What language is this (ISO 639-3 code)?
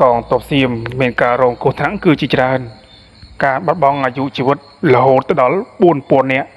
khm